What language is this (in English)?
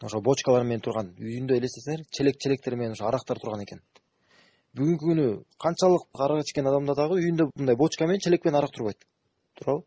Kyrgyz